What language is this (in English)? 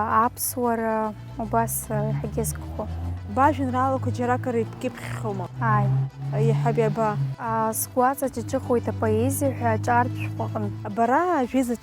Abkhazian